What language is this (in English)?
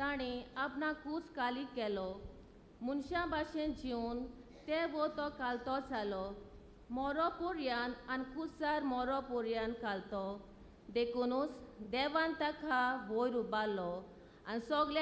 Konkani